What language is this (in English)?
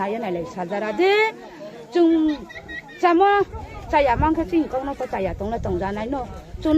Riang (India)